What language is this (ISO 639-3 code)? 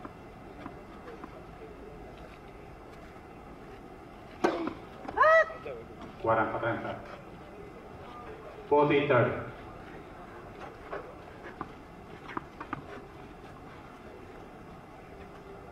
ita